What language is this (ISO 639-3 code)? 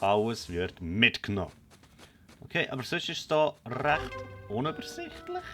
gsw